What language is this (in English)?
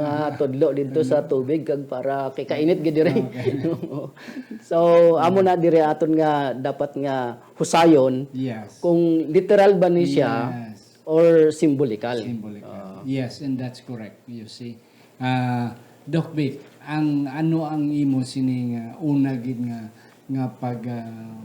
Hiligaynon